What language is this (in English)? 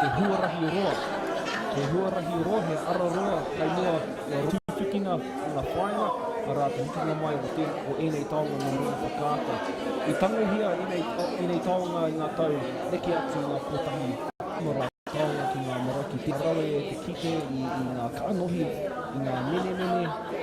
Māori